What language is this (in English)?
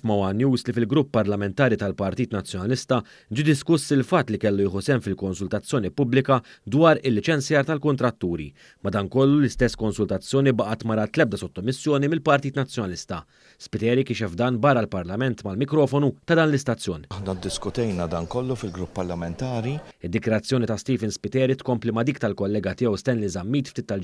Maltese